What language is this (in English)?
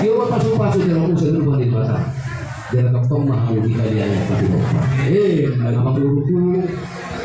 Batak Toba